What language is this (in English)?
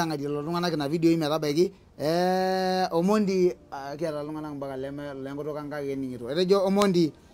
Masai